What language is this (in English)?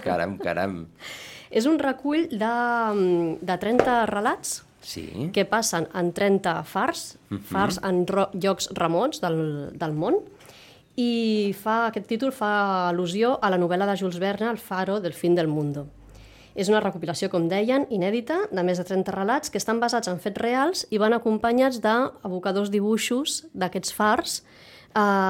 Catalan